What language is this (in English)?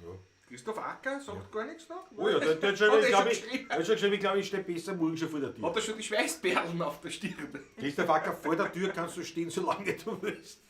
Bavarian